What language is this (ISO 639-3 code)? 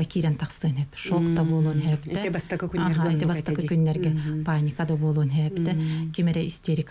sah